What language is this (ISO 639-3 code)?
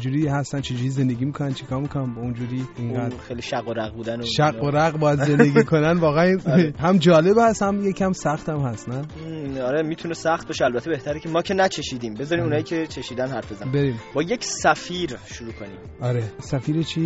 fas